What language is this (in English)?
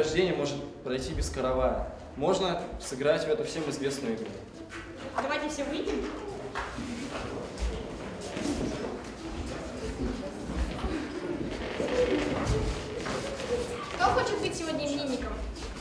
Russian